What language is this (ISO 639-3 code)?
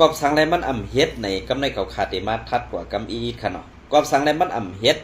shn